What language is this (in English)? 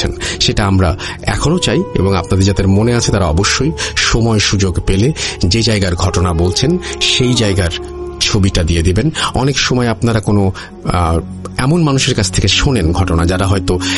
Bangla